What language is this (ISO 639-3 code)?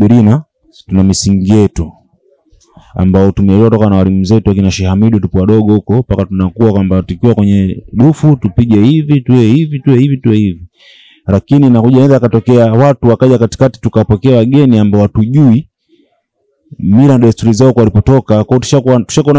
swa